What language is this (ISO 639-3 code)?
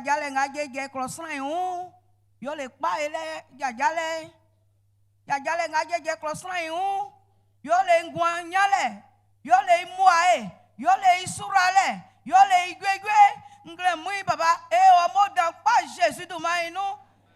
bci